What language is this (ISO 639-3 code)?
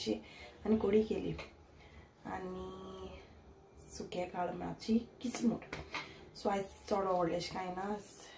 kok